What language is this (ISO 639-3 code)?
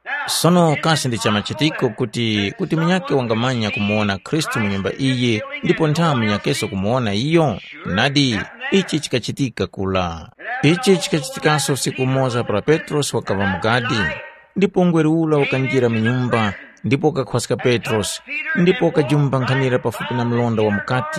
tum